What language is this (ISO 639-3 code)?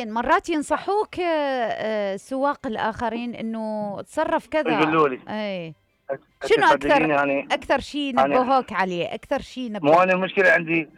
acm